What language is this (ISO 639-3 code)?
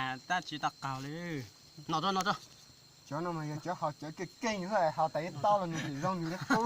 hmn